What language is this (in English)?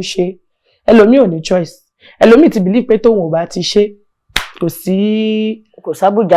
Yoruba